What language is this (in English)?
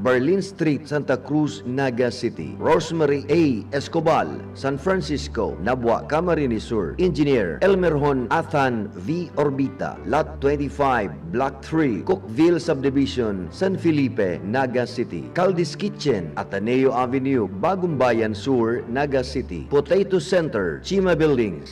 Bikol